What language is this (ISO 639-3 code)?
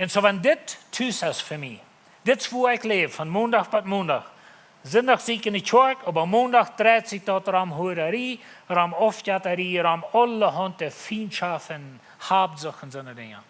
pdt